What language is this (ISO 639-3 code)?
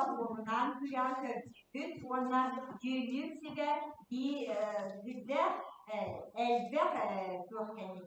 sah